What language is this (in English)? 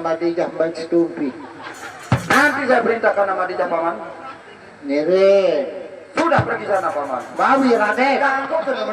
Sasak